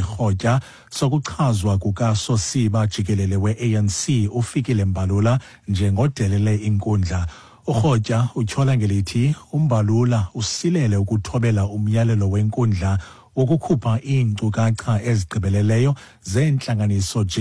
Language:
Xhosa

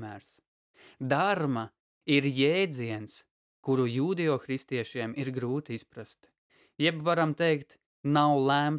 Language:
Latvian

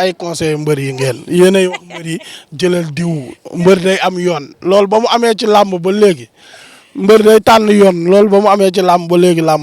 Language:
Wolof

